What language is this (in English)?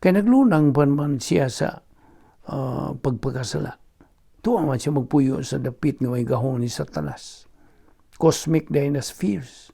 Cebuano